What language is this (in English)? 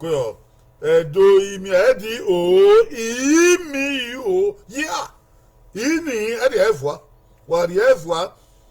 Bini